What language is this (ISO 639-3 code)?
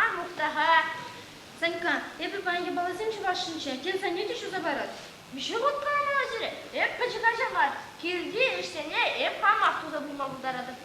chv